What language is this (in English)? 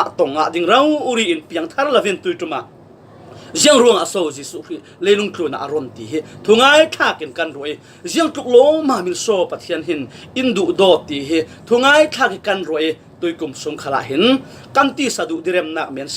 Falam Chin